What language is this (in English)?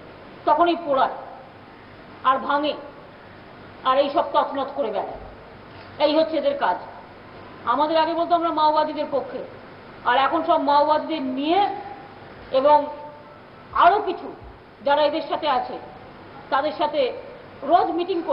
Bangla